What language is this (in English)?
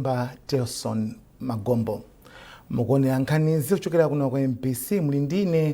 Nyanja